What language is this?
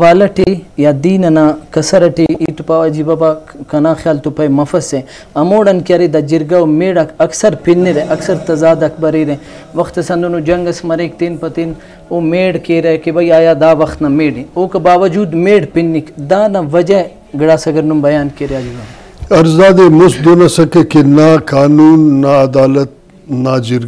Brahui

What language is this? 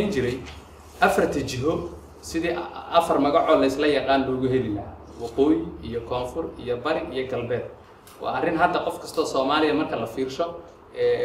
Somali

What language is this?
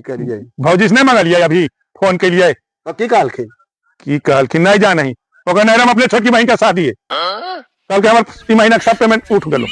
Magahi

